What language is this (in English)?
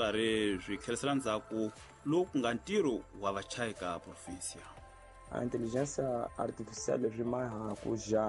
Tsonga